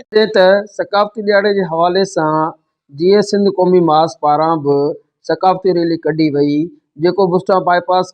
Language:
Sindhi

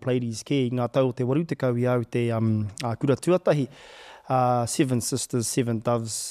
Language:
Māori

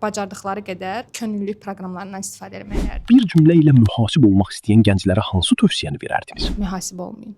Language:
Azerbaijani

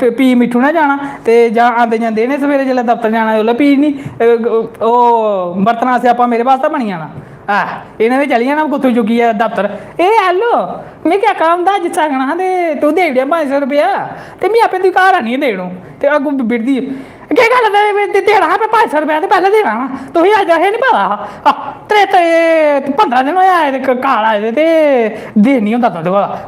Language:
Dogri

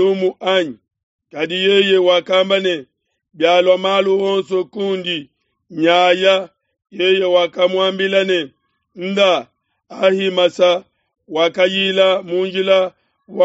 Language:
Luba-Lulua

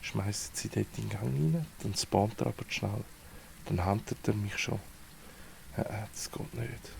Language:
Swiss German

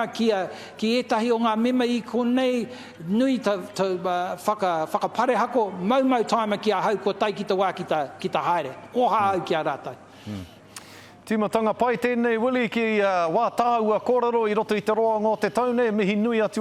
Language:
Māori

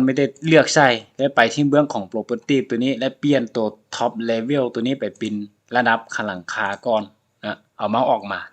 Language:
Lao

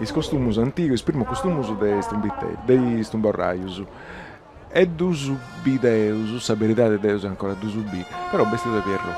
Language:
Sardinian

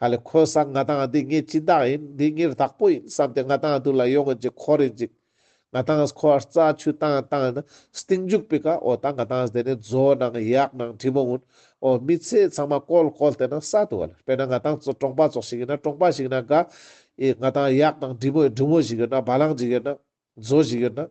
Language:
Ladakhi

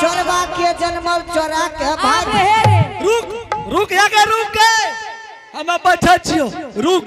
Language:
Angika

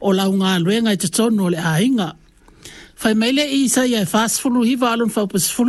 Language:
Samoan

